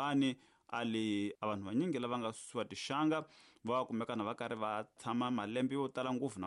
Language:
Tsonga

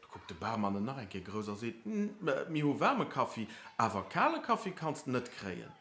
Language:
Luxembourgish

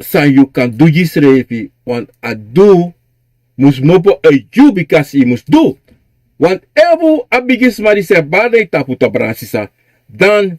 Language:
Sranan Tongo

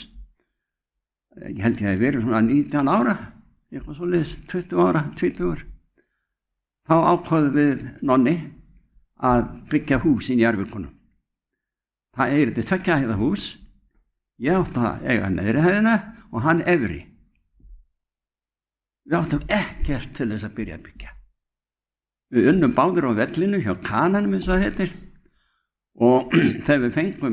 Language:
Icelandic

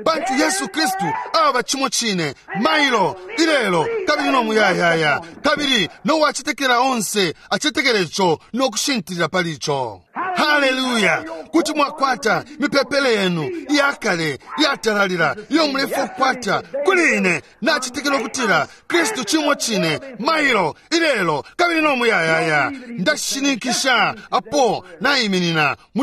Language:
Bemba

